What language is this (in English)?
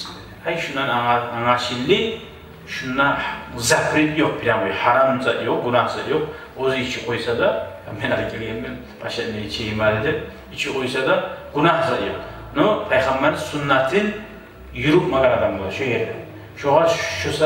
Kumyk